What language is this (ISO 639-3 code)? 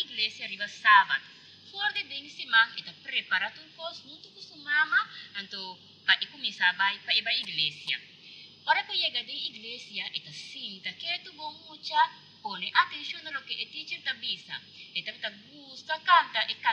pap